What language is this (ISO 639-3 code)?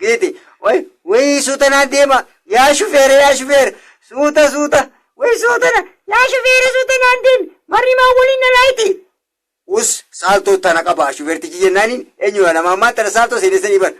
orm